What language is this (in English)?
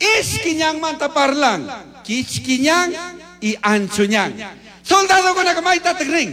Chimborazo Highland Quichua